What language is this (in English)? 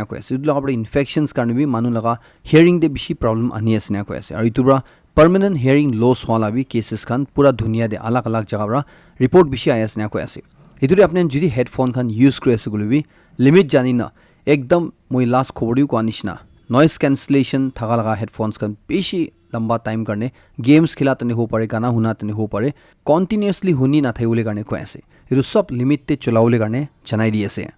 Naga Pidgin